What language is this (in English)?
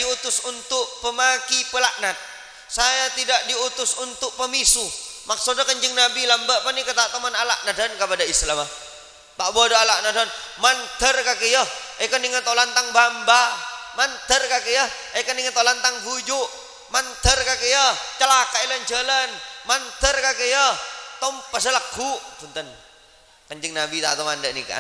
Madurese